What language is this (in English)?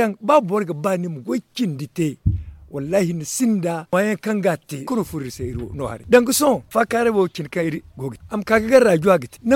Zarma